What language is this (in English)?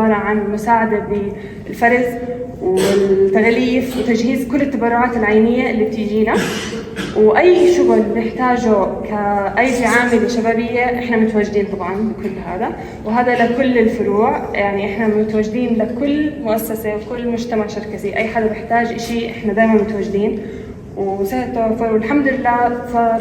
North Levantine Arabic